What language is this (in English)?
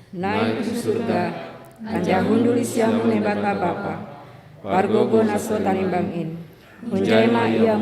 Batak Simalungun